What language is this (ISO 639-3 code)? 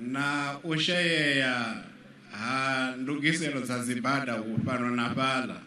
ven